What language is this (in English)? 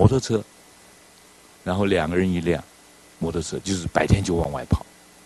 Chinese